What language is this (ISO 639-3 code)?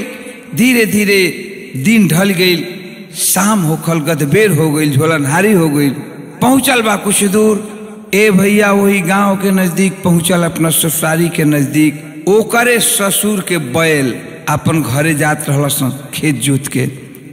bho